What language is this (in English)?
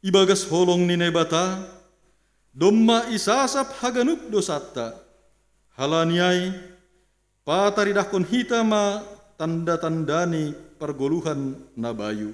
Batak Simalungun